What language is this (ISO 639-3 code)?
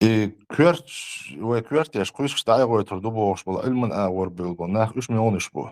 che